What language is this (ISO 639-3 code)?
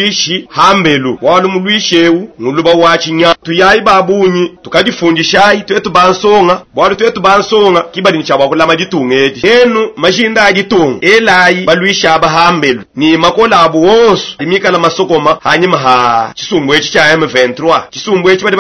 lua